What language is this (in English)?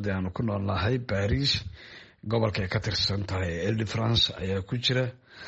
Somali